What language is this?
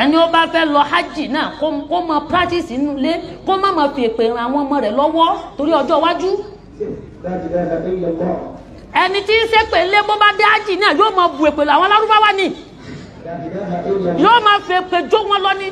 Yoruba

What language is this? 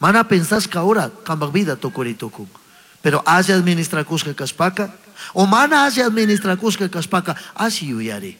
Chimborazo Highland Quichua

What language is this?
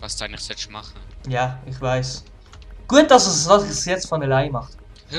Swiss German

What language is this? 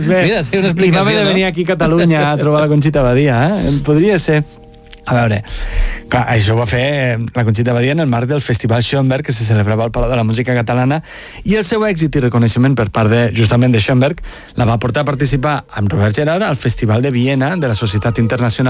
Catalan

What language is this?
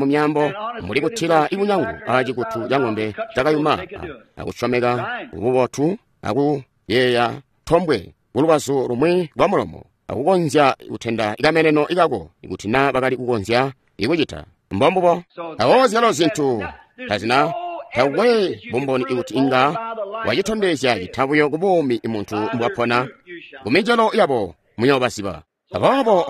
Tonga (Zambia)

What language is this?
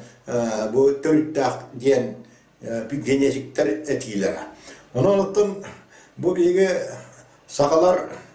Yakut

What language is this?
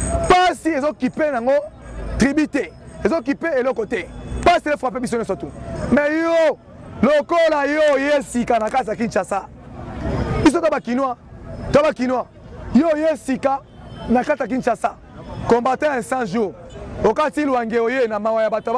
Lingala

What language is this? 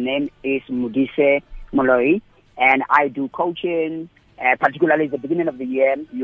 English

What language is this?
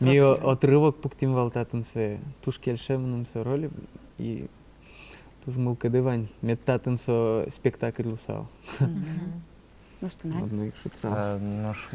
Udmurt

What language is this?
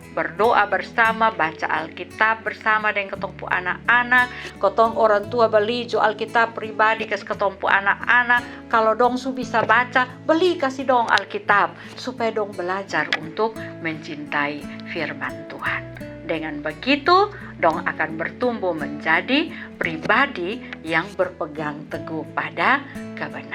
Kupang Malay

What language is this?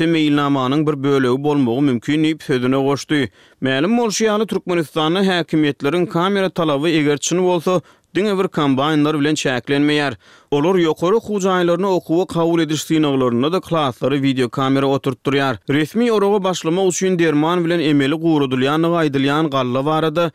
Turkmen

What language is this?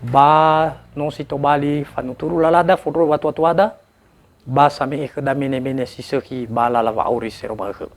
Nias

